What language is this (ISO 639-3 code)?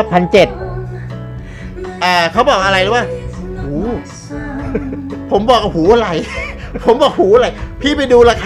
tha